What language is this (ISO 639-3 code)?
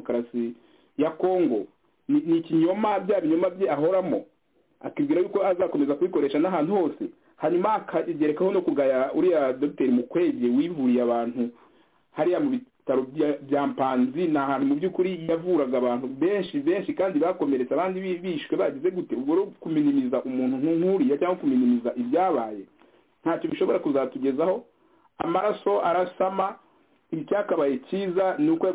kin